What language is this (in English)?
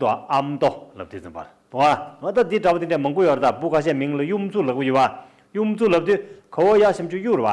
Tibetan